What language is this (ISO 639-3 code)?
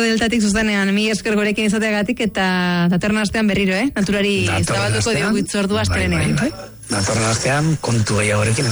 eus